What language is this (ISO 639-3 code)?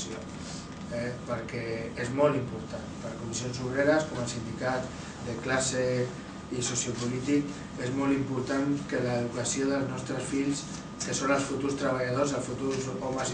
cat